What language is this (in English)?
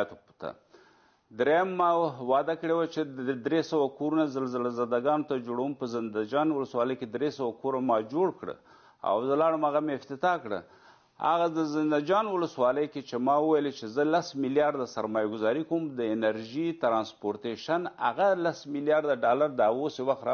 Pashto